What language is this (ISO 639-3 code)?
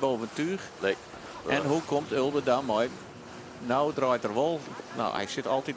fry